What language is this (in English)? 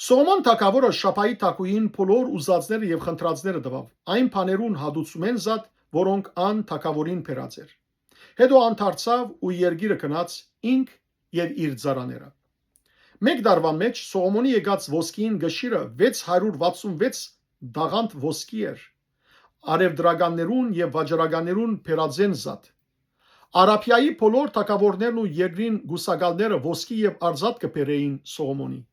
Western Armenian